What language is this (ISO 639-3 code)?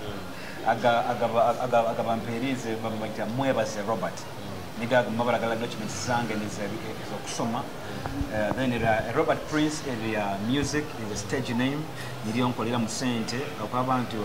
nyo